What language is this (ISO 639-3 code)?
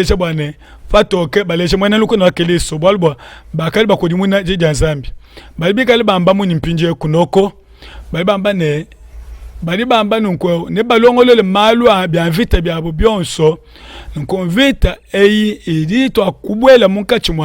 lua